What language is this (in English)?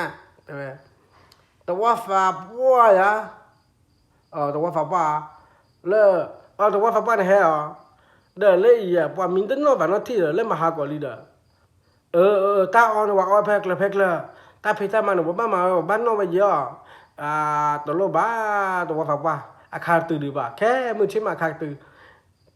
S'gaw Karen